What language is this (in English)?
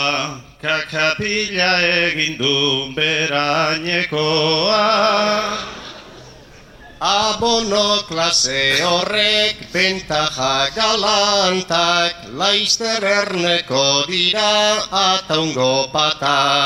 Basque